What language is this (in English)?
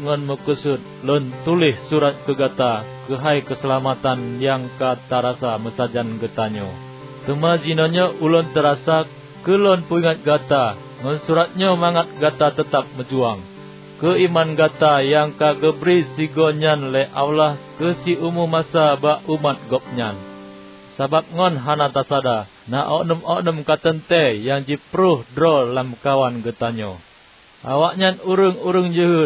Achinese